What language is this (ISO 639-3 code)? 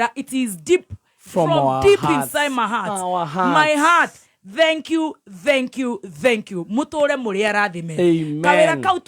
kik